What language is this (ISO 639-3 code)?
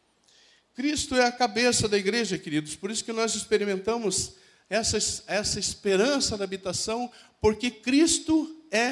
por